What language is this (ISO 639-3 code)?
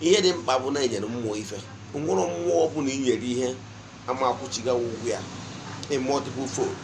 ibo